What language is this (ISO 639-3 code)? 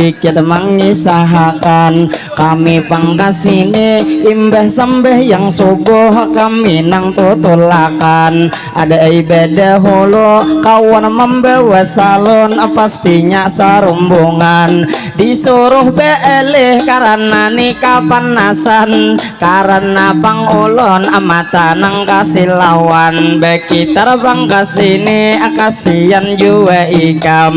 bjn